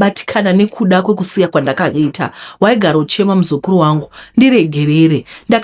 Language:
Shona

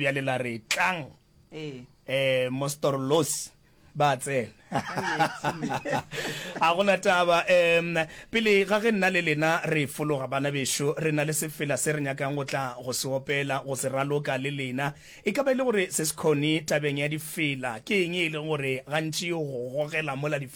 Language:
Northern Sotho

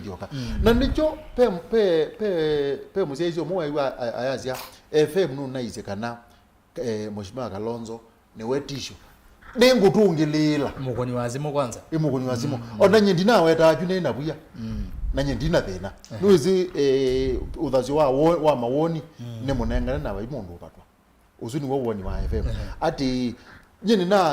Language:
Kamba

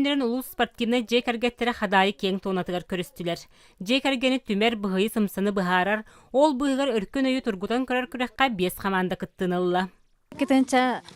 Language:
Yakut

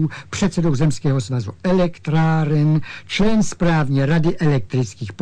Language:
Czech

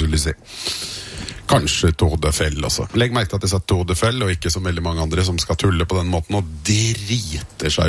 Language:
Norwegian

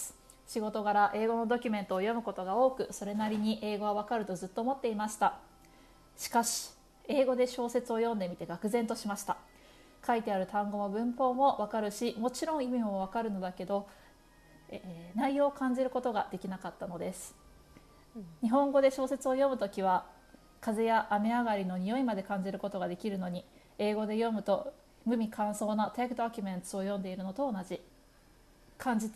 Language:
Japanese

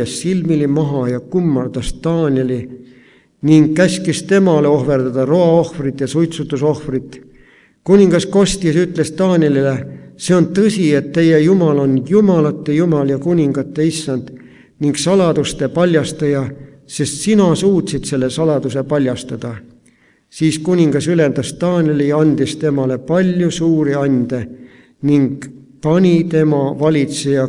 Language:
Estonian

